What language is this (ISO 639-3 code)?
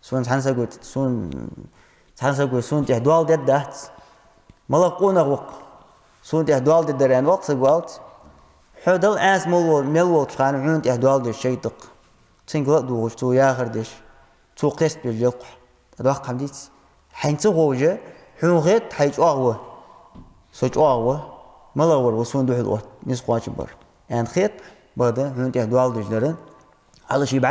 inh